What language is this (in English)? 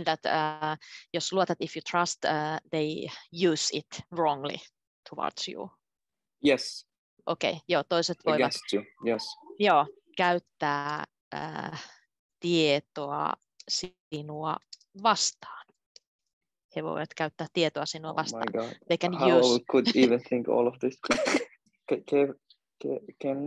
Finnish